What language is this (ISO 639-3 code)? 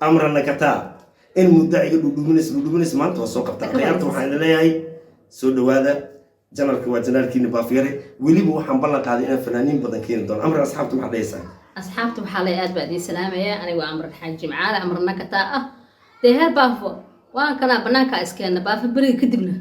som